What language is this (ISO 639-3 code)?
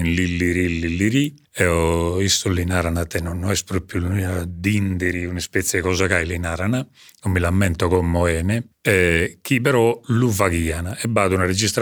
srd